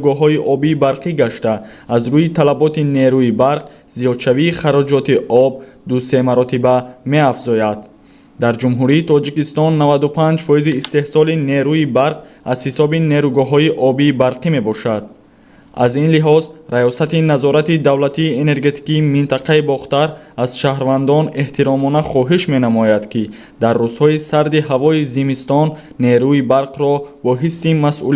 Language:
Tajik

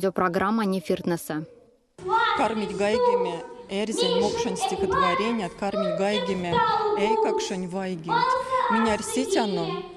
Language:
Erzya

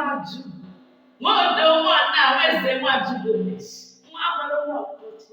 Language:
Igbo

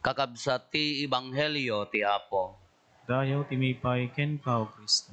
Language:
Iloko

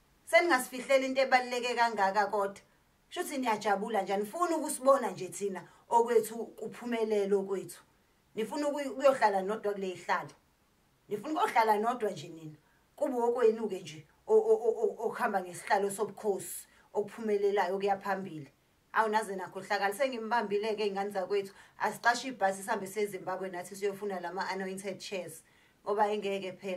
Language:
Zulu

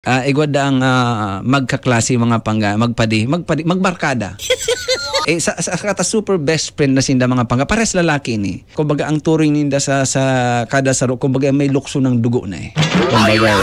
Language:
Bikol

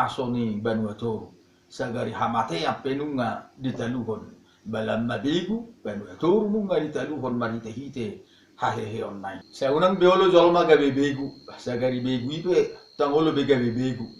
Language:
Batak Toba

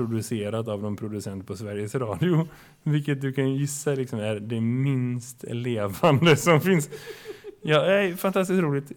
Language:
Swedish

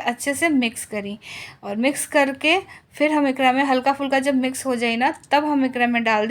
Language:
Bhojpuri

